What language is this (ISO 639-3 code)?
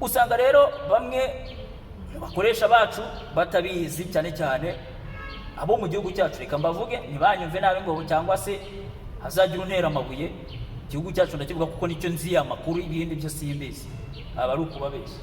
kin